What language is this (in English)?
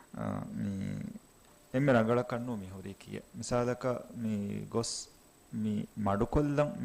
Divehi